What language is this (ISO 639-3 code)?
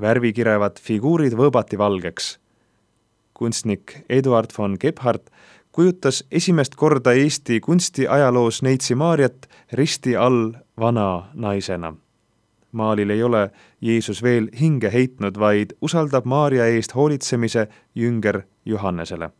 est